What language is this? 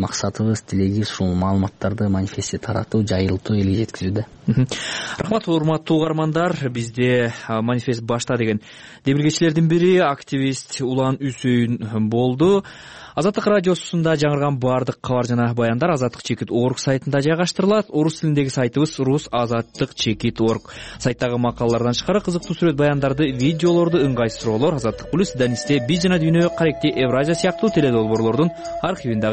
Kyrgyz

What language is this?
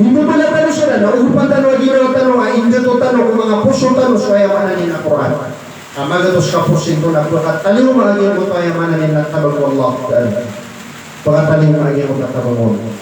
Maranao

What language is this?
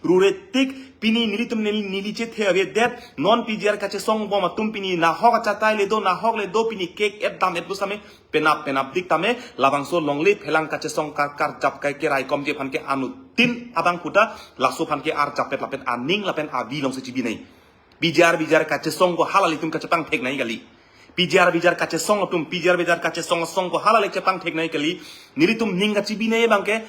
Karbi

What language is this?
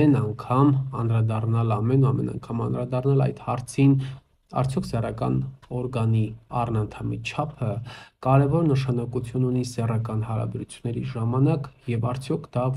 Armenian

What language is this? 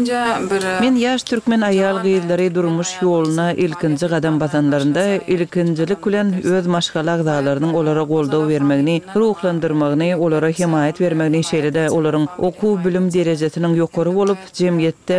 Turkmen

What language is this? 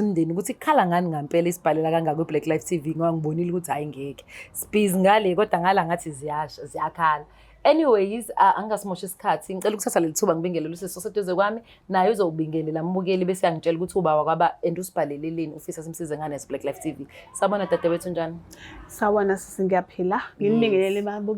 Zulu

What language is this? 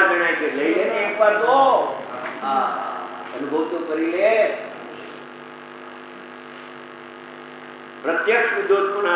Gujarati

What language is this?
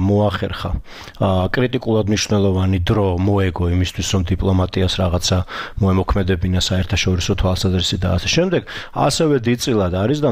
Georgian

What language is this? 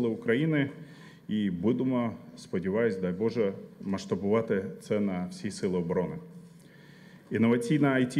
Ukrainian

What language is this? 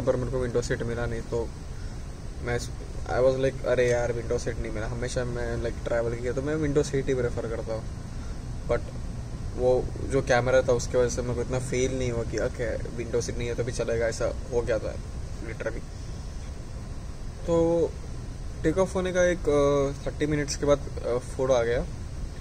Hindi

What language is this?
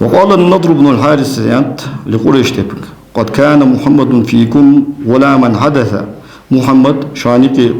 Ingush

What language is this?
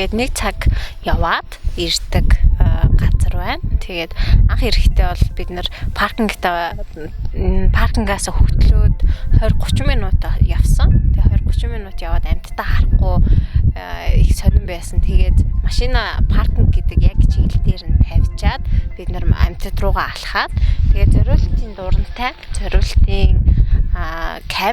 Mongolian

